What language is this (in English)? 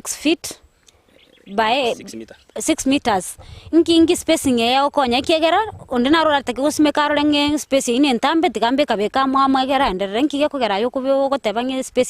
Gusii